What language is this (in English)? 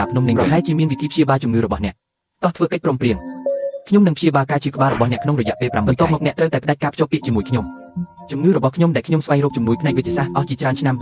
Khmer